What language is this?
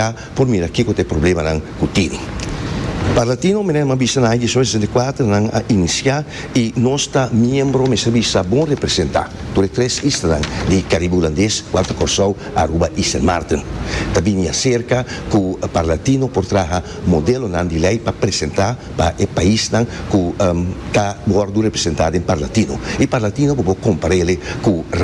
Papiamento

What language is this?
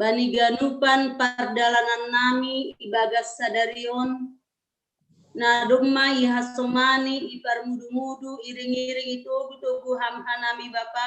Batak Simalungun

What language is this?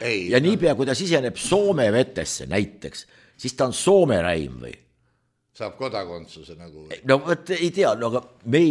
Estonian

